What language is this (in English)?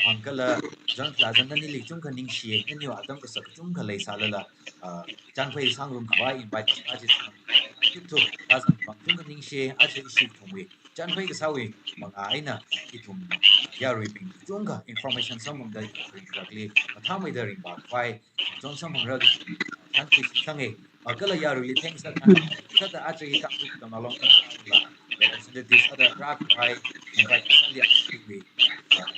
Tangkhul Naga (India)